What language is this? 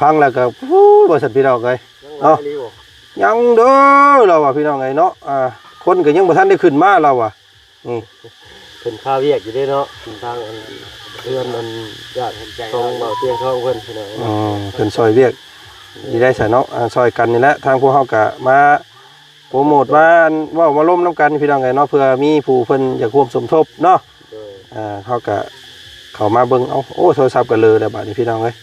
Lao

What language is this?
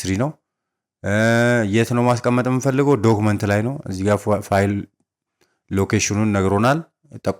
Amharic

